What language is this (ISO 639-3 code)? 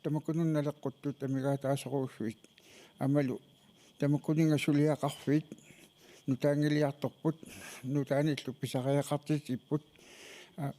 kal